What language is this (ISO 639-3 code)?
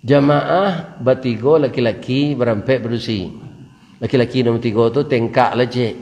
min